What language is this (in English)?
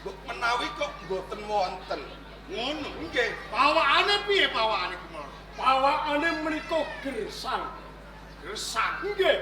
Javanese